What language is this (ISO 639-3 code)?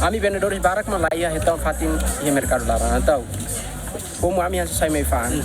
tet